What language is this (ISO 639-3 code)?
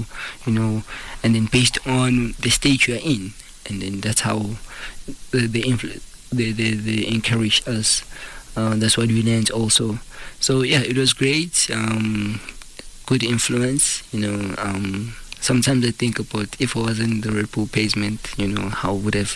eng